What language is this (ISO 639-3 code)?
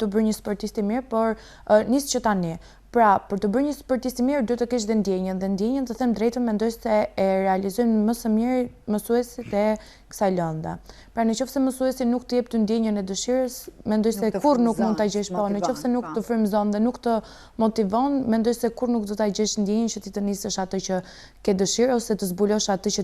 sqi